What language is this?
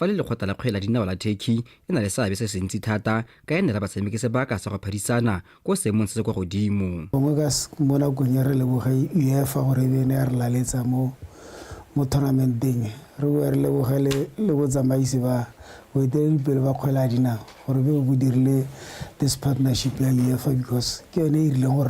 Tswana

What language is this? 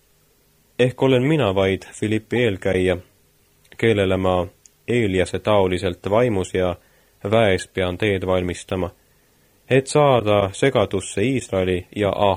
Estonian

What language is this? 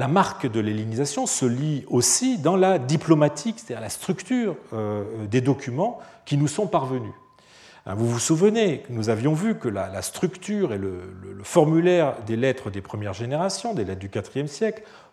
French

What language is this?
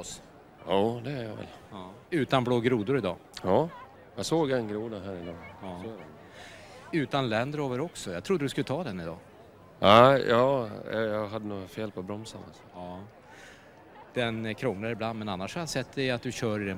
Swedish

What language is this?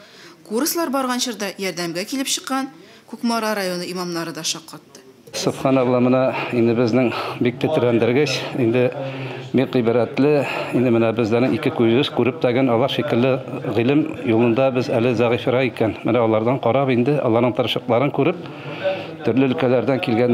Tatar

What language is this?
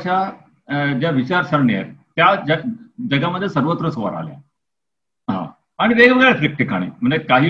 Marathi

